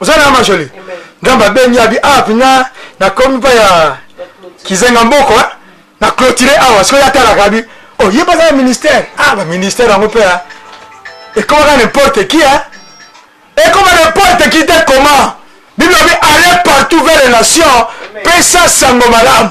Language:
Lingala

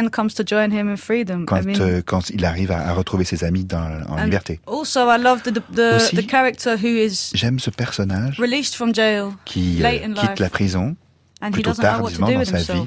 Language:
French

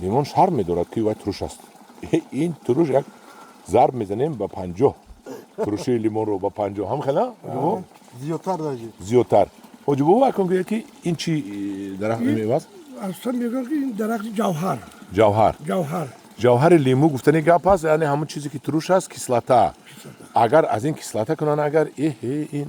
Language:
Tajik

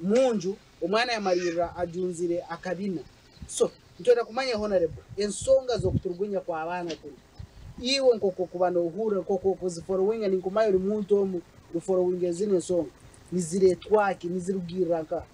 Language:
Nyankole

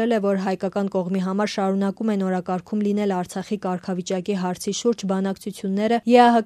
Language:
Armenian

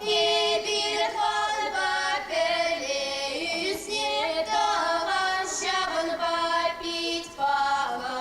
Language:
Chuvash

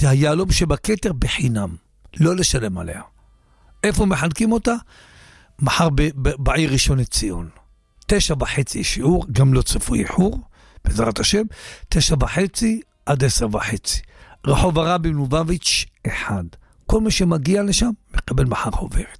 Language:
Hebrew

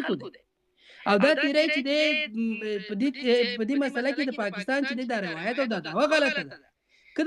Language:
Pashto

